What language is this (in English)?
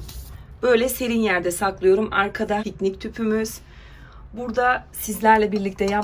Turkish